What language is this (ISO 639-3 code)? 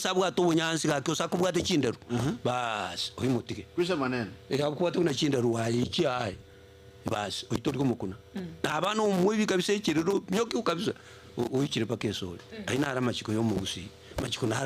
guz